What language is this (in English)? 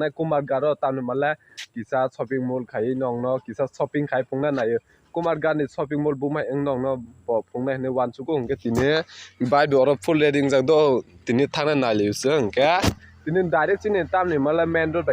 Kok Borok